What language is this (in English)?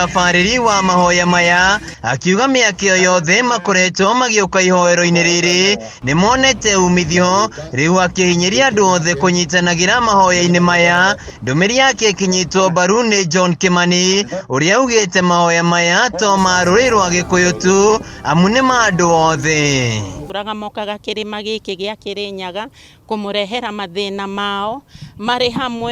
Kikuyu